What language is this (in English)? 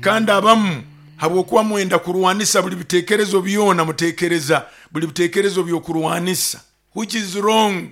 Nyoro